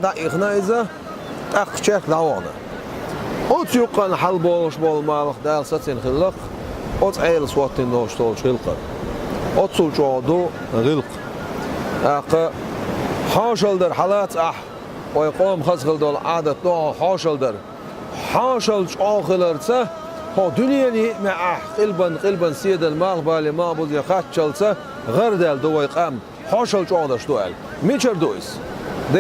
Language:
Chechen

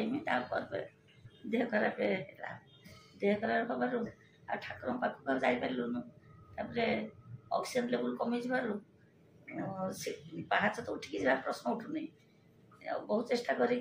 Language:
Odia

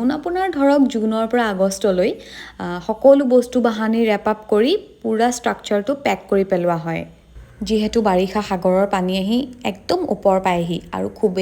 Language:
Assamese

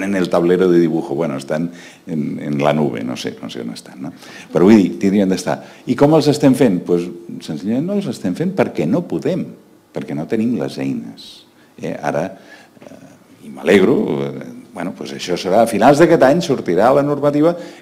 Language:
Catalan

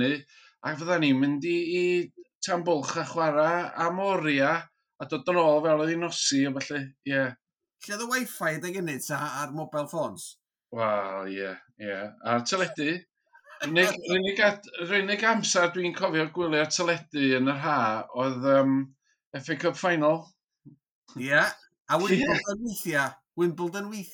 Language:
Welsh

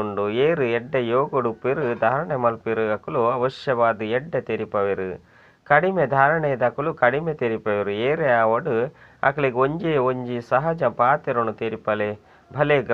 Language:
Tulu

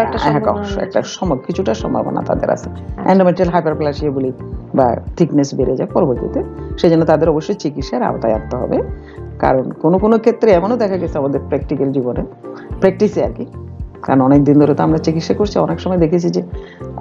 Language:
Bangla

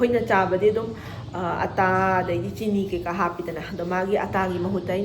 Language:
Manipuri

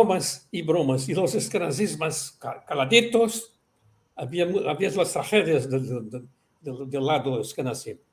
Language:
Ladino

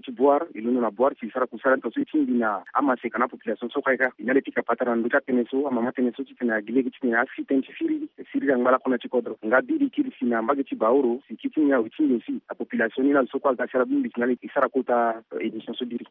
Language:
Sango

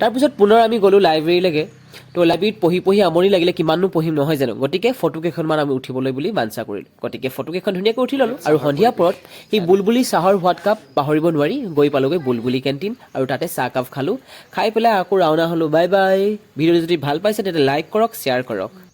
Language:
Assamese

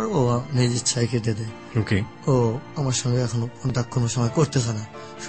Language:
Bangla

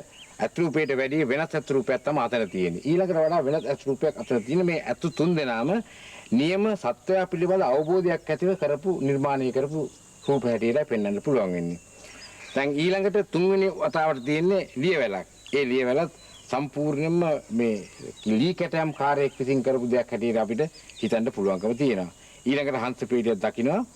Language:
Sinhala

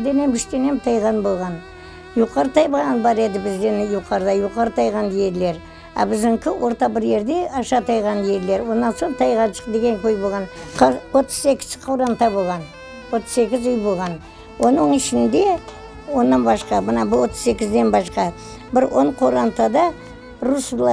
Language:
Crimean Tatar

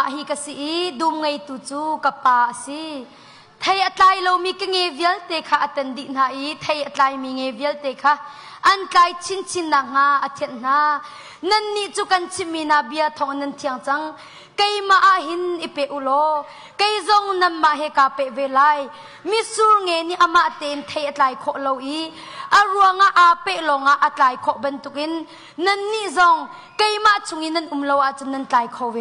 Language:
Hakha Chin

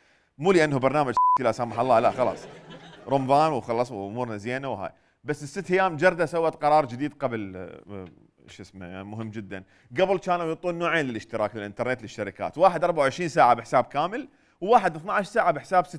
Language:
Mesopotamian Arabic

